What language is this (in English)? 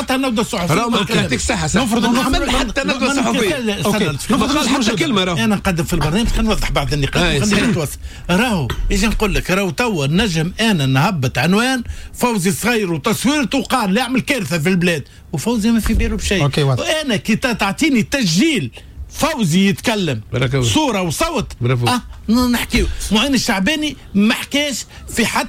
Tunisian Arabic